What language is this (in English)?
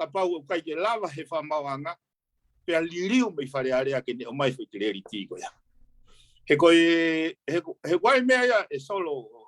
Tongan